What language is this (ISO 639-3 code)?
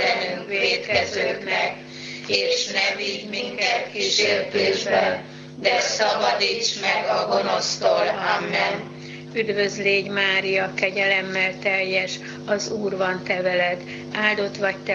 hun